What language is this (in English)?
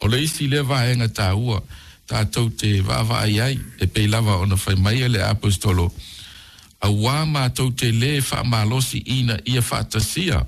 Samoan